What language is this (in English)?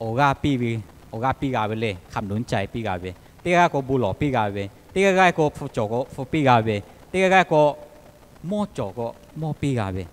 Lahu